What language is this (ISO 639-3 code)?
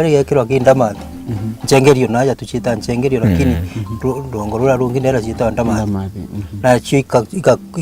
mer